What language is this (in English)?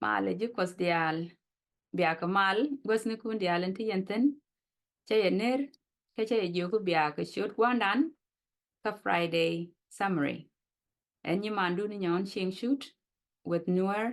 Nuer